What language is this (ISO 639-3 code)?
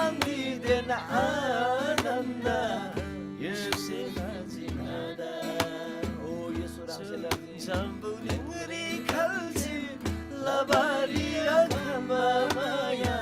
taj